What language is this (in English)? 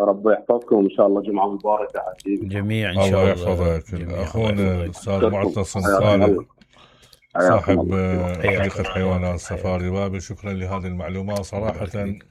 Mesopotamian Arabic